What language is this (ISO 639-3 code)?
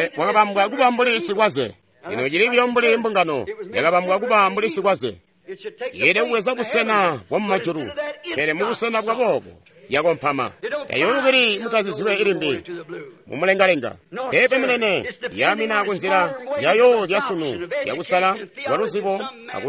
toi